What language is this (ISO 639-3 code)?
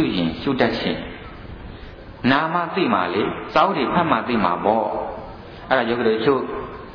mya